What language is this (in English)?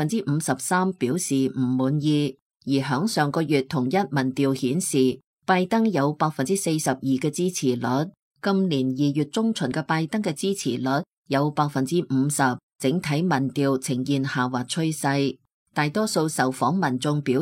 Cantonese